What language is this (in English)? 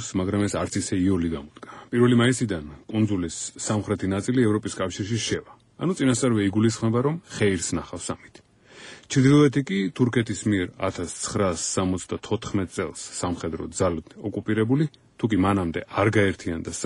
Georgian